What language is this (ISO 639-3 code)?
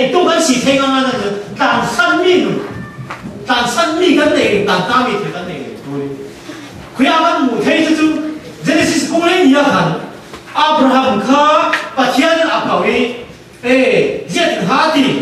cfm